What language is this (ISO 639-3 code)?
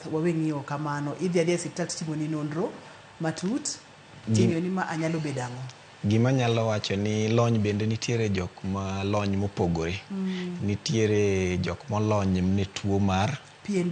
luo